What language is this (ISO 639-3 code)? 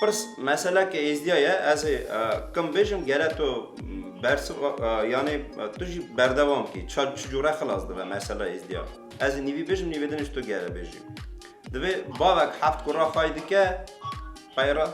kur